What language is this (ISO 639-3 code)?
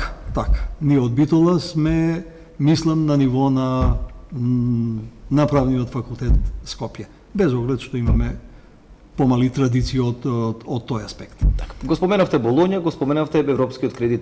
mkd